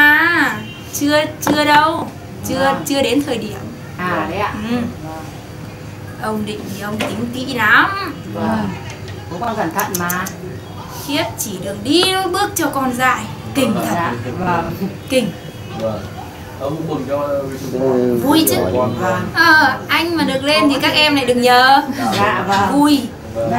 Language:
Vietnamese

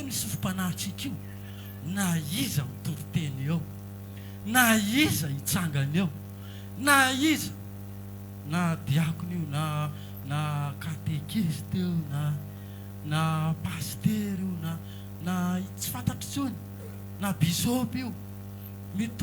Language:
Malagasy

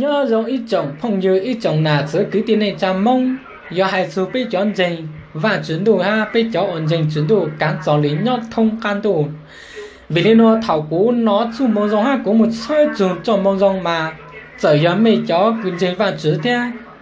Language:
Hmong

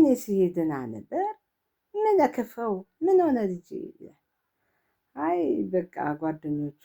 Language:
Amharic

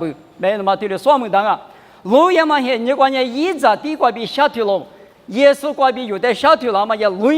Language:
Lisu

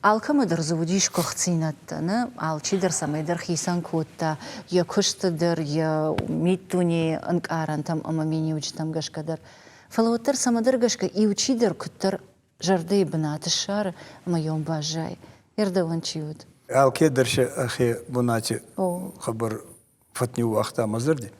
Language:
Ossetic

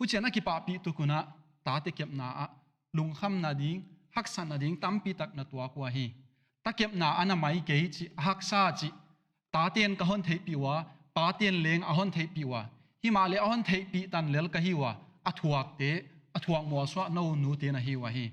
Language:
Paite Chin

